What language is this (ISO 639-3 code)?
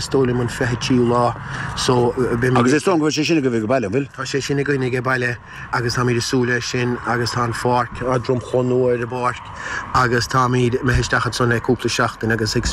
gle